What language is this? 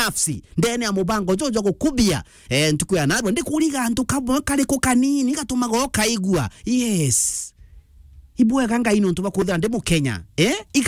Meru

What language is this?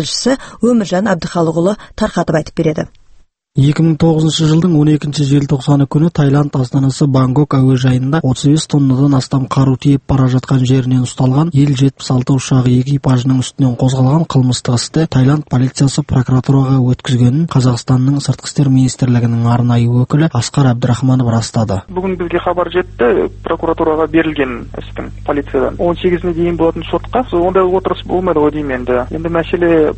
Kazakh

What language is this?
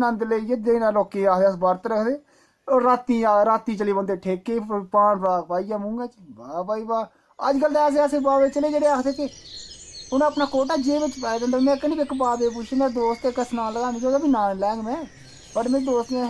Dogri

